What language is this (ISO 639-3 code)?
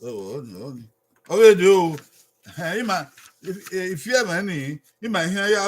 bin